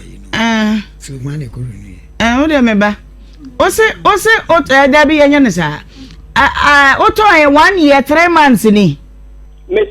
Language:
Akan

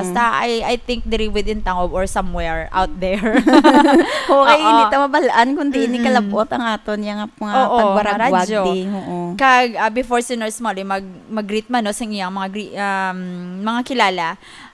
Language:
Hiligaynon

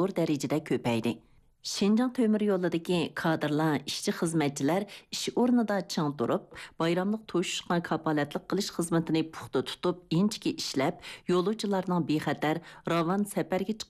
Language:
Uyghur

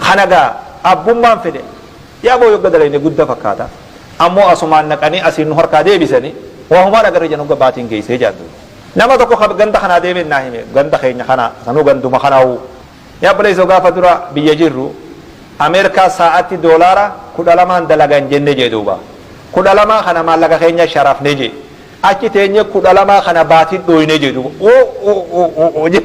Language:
Oromo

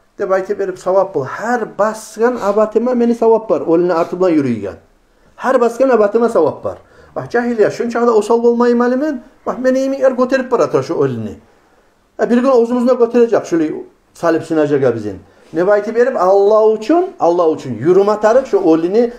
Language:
Kumyk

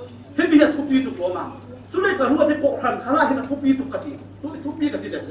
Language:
Falam Chin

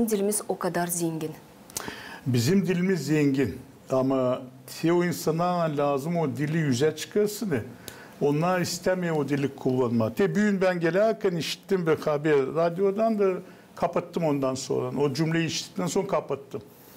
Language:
Gagauz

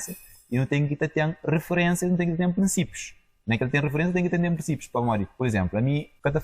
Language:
Kabuverdianu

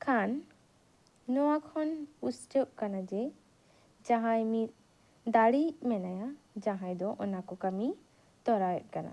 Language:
Santali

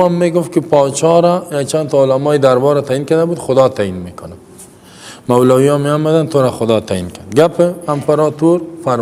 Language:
Persian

